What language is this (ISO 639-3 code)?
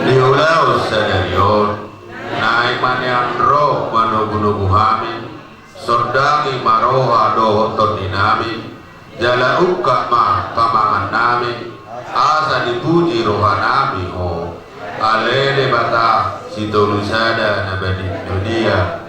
bbc